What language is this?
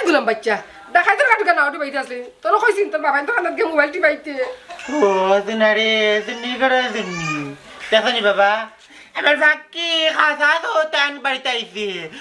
Sylheti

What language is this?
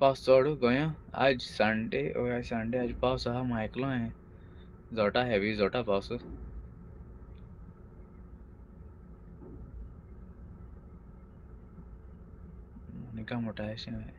Konkani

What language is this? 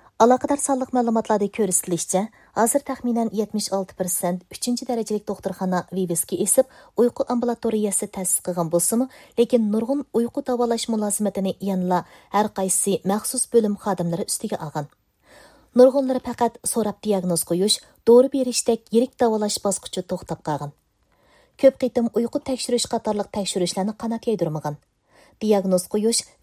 Uyghur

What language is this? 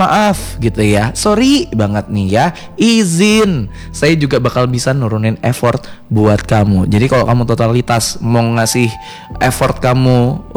Indonesian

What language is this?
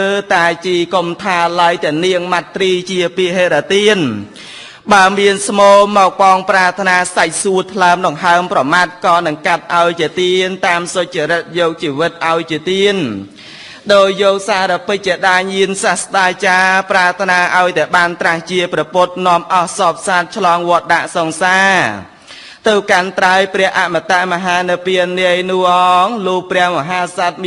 Khmer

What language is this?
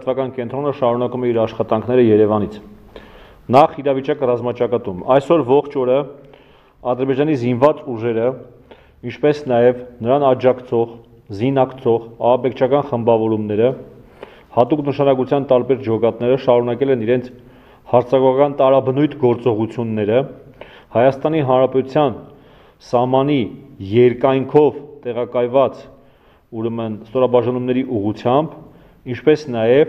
Armenian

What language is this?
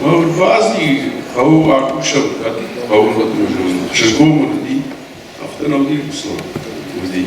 Ossetic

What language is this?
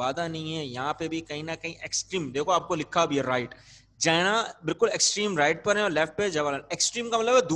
Urdu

